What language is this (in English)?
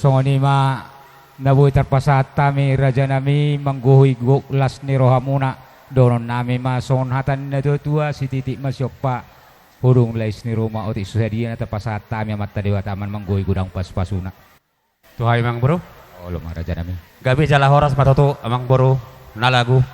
Batak Toba